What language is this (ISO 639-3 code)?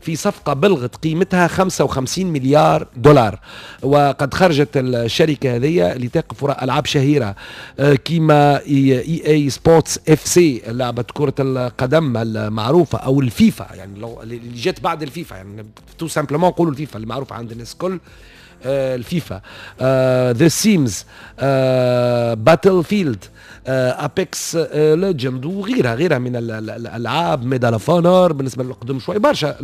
aeb